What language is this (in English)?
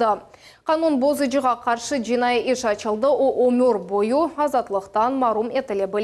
Crimean Tatar